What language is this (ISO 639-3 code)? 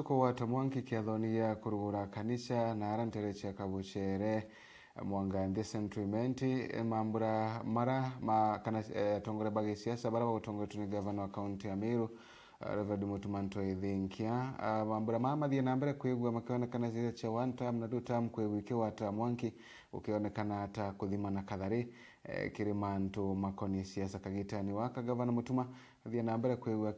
mer